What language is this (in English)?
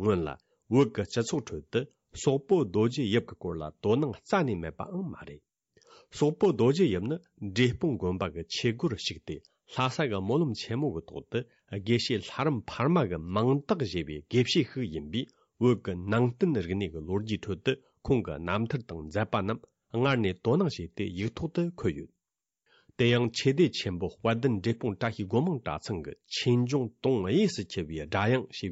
Tibetan